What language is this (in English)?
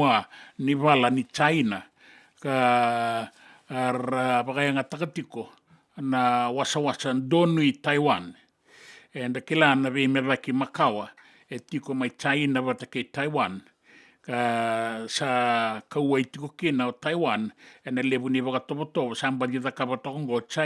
Fijian